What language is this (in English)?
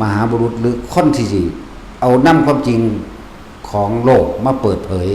Lao